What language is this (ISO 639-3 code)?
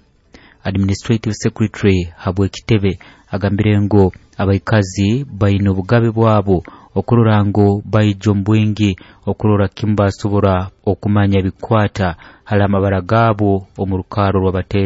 nyo